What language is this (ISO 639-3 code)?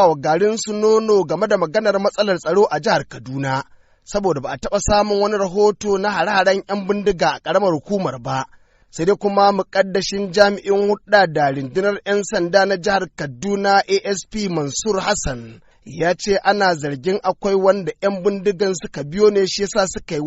hau